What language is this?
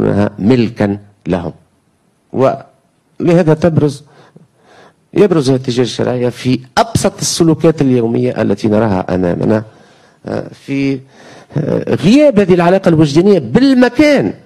Arabic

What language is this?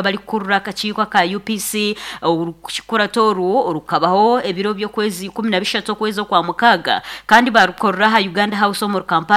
Nyankole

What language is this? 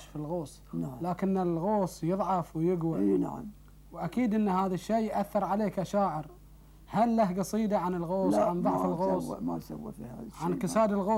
Gulf Arabic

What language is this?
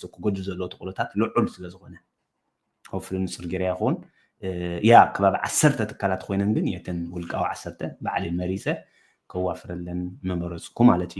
Tigrinya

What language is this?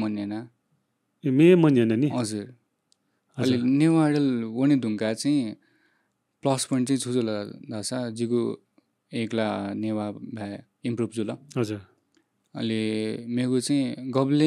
Newari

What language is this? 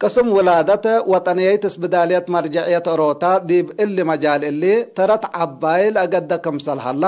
Tigre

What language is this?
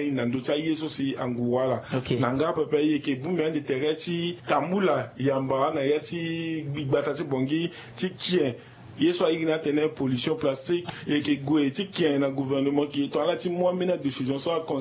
Sango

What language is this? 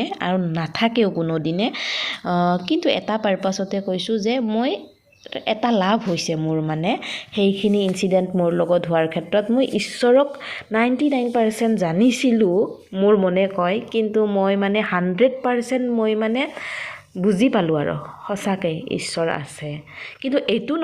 Assamese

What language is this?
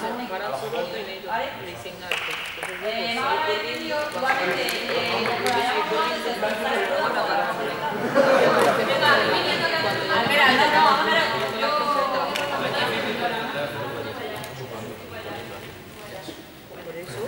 Spanish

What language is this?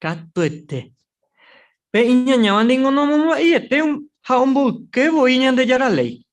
Guarani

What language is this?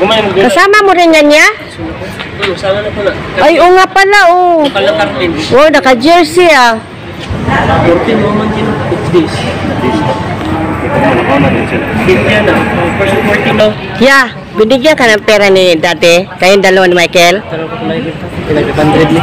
Filipino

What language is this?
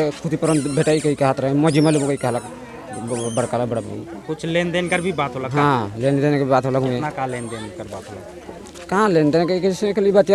Sadri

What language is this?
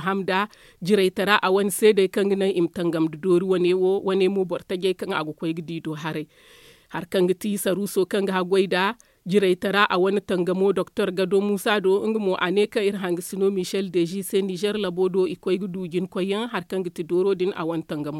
Zarma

